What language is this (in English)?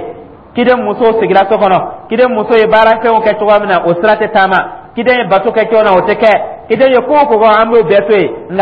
Dyula